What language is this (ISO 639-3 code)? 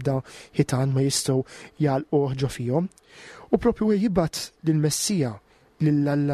mlt